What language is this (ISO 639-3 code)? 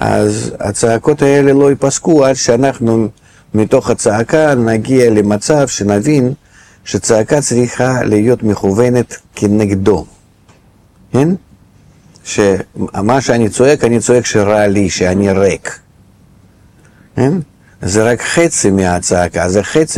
heb